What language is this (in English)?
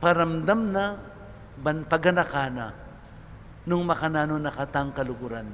Pampanga